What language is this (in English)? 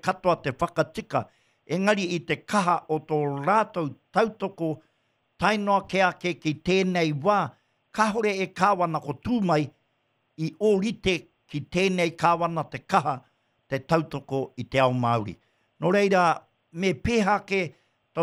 Māori